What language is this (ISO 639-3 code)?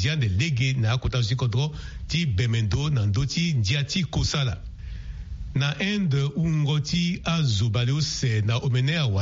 sag